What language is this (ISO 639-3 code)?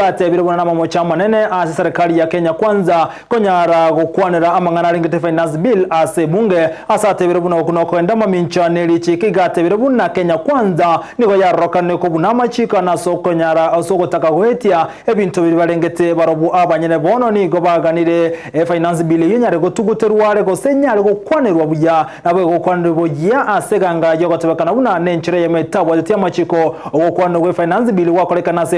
guz